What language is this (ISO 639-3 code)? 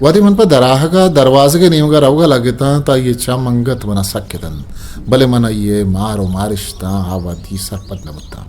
bgp